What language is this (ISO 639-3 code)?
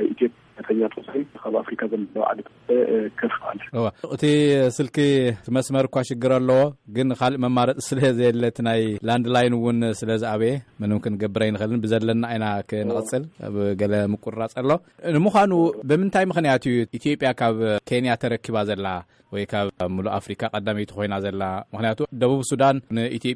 tir